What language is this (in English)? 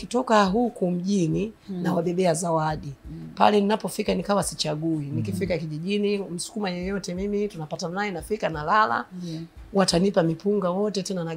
Swahili